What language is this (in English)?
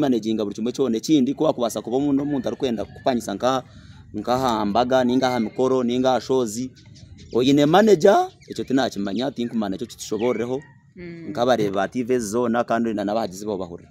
Nyankole